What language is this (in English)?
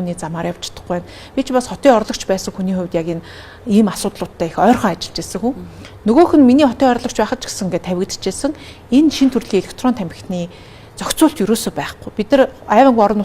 Mongolian